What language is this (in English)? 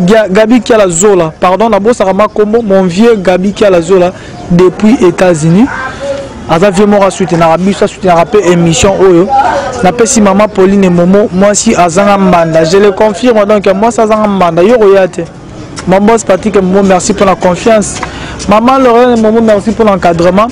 Lingala